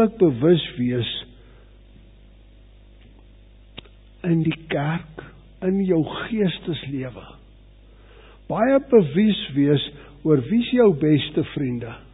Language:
Afrikaans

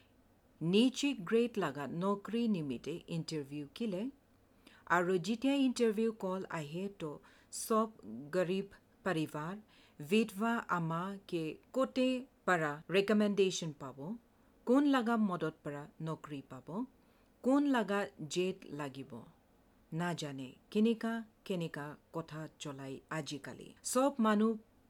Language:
Assamese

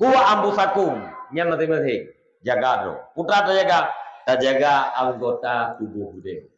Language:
Achinese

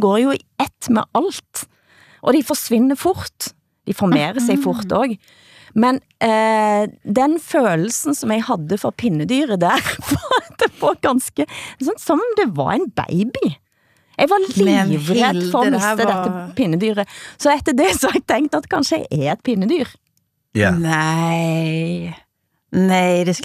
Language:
Danish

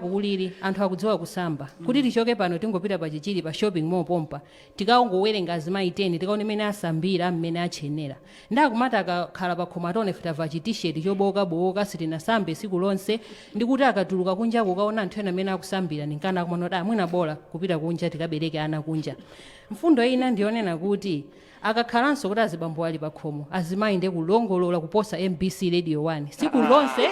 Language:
Nyanja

